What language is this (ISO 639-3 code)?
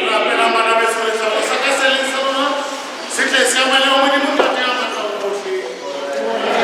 sot